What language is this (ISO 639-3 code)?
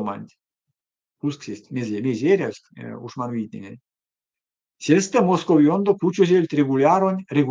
myv